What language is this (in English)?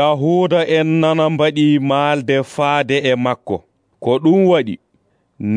Nigerian Fulfulde